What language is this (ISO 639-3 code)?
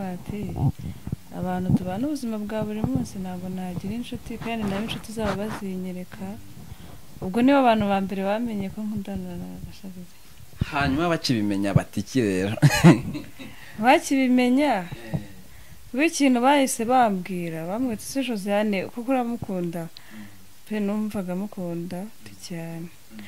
kin